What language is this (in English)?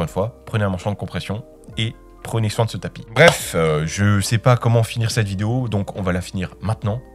French